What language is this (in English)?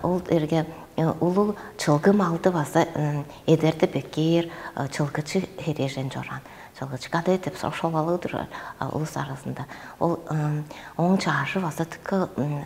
Tuvinian